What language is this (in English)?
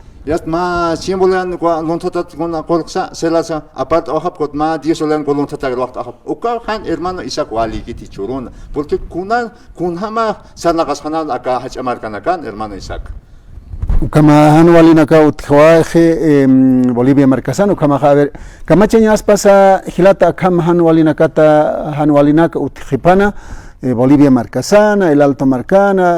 Aymara